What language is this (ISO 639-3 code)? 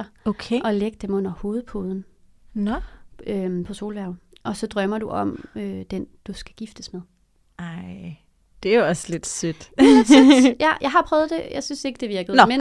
dan